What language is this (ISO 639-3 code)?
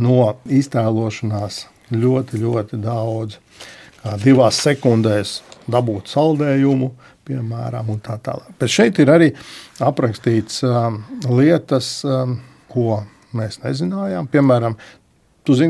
lav